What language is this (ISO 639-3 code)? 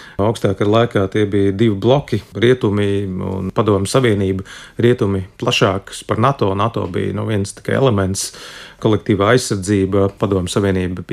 lav